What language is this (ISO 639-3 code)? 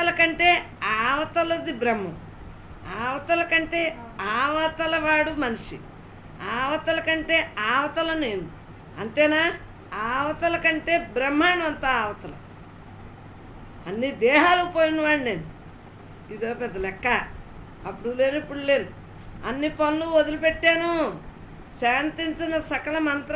tel